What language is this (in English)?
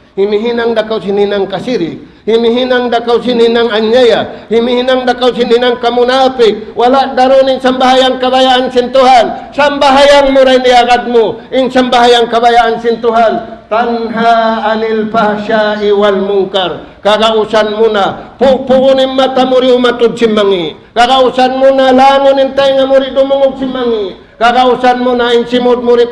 Tausug